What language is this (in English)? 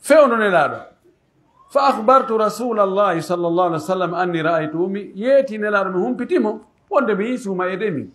Pular